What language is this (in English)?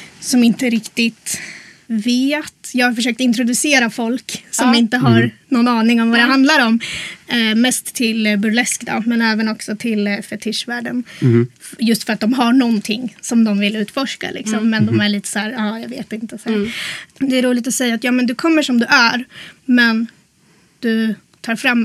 Swedish